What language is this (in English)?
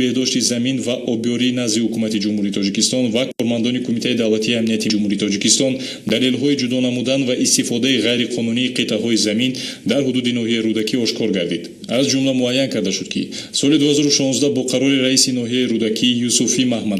Tajik